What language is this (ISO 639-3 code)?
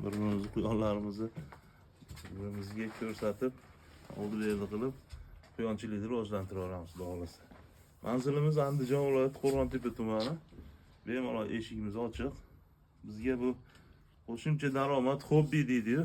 uzb